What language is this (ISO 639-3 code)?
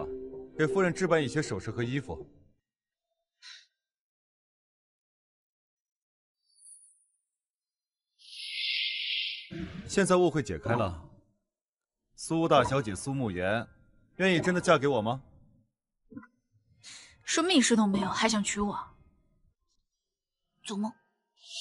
zho